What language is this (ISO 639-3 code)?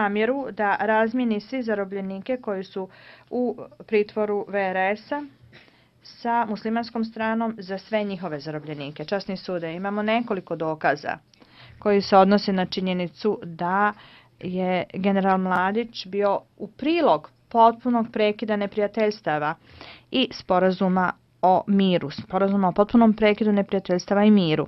srp